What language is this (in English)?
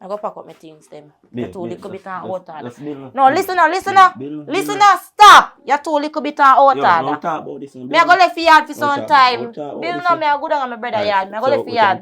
Jamaican Creole English